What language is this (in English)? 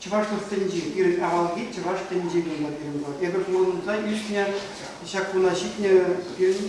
Chuvash